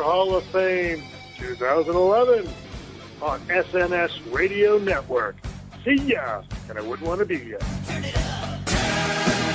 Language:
English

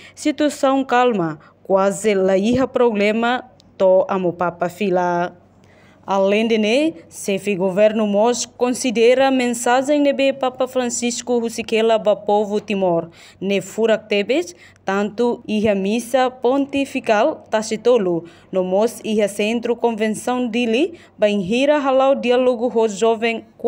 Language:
Tetum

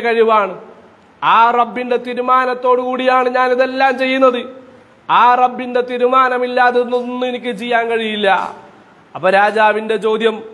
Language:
Malayalam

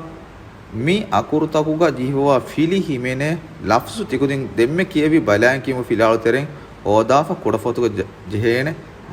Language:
Divehi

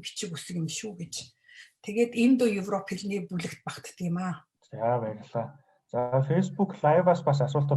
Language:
Mongolian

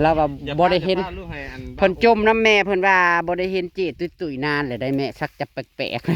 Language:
Northeastern Thai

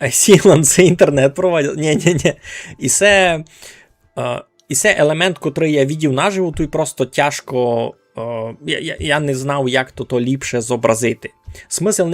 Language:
Rusyn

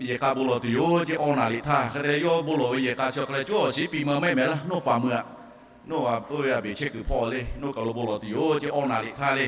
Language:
Lahu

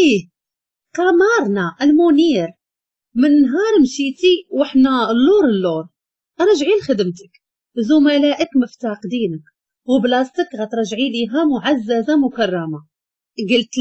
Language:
Moroccan Arabic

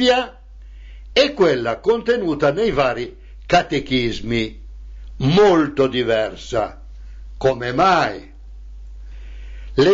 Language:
Italian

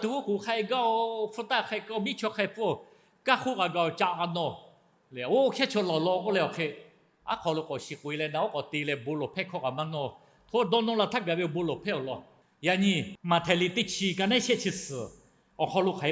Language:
Lahu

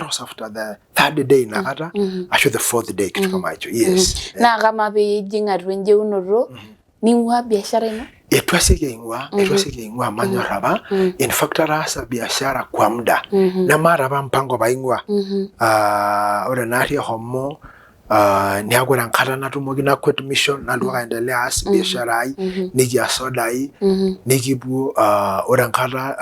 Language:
Masai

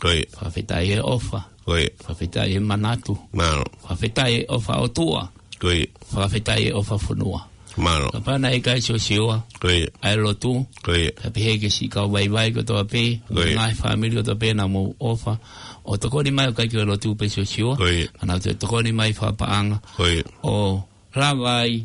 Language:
Tongan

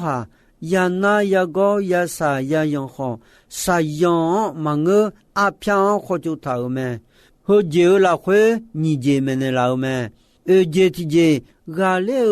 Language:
Akha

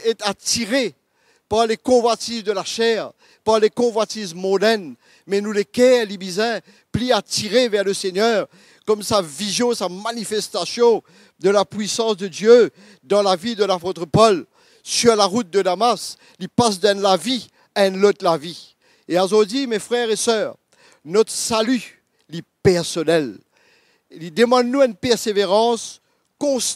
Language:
Morisyen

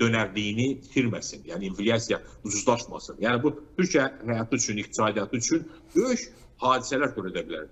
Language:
Azerbaijani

